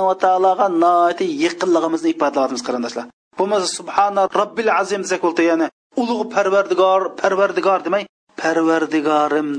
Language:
Uyghur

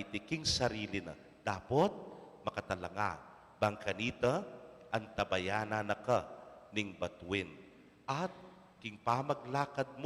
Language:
Pampanga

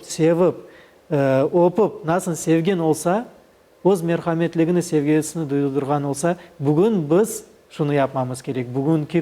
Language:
Crimean Tatar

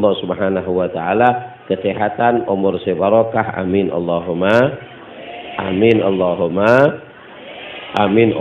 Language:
Madurese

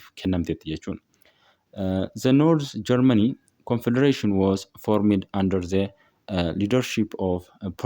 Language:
Oromo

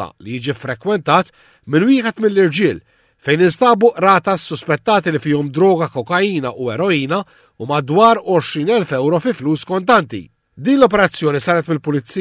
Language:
Maltese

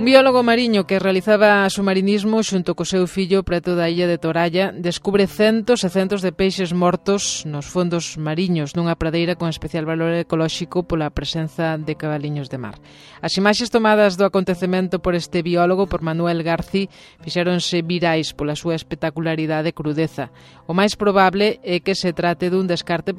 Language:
Galician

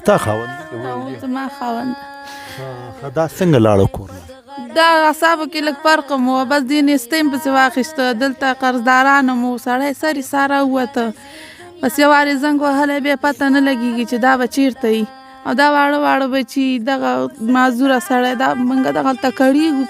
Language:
Pashto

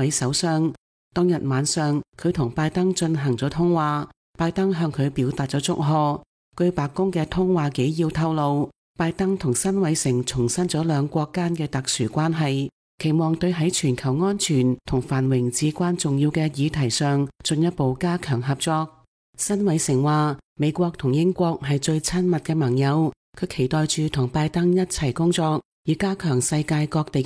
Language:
Cantonese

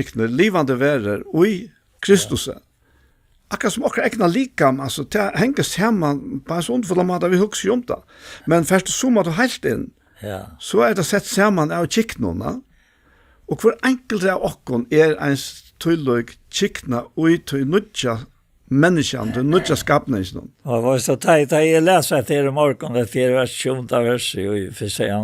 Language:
Faroese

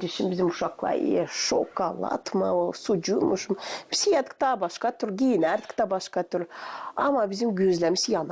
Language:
Gagauz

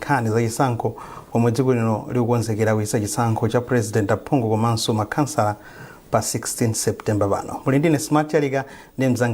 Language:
Nyanja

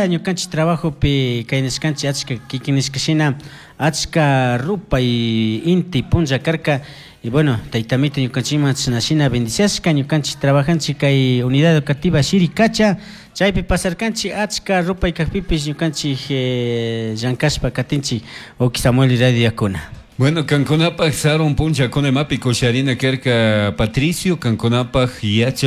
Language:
Chimborazo Highland Quichua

